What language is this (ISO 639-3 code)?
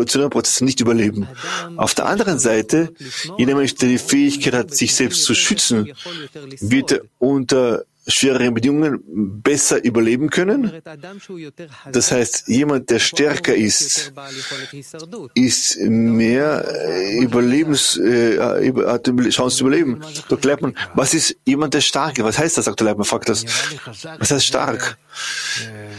deu